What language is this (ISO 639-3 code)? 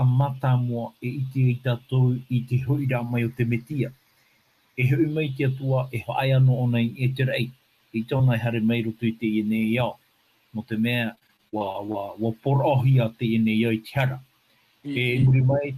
tah